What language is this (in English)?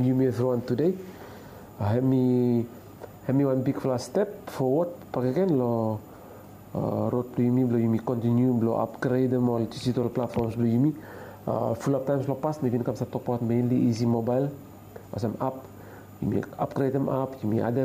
Bislama